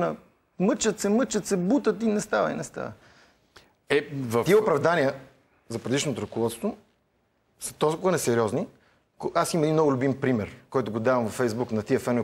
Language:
Bulgarian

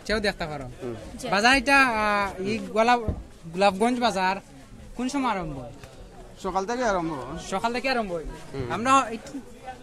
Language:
Sylheti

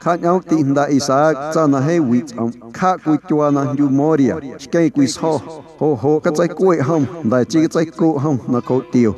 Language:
Guerrero Amuzgo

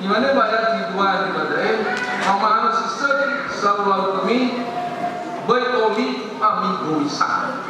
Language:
Nias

